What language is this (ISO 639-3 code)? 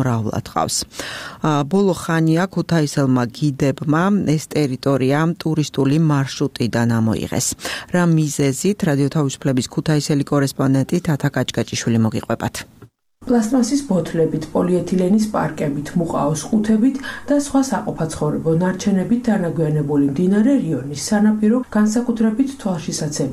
kat